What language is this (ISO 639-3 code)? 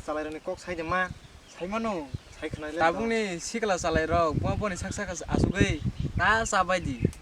trp